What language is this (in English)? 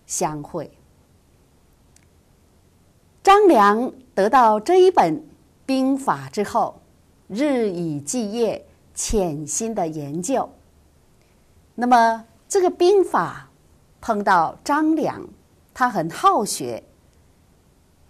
Chinese